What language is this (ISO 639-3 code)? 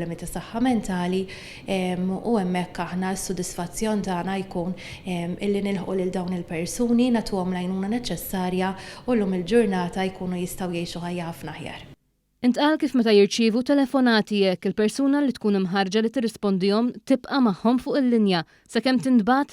mlt